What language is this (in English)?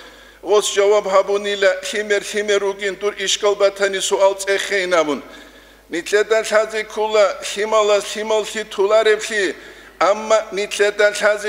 Avaric